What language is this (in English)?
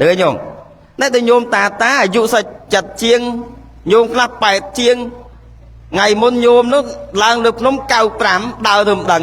Khmer